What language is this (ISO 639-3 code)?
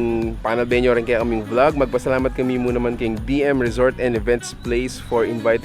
pam